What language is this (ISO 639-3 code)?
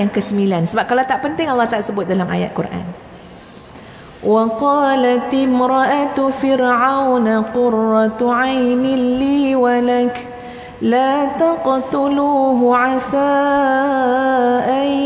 msa